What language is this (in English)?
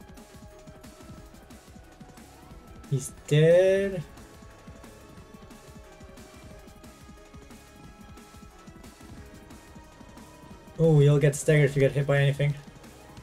English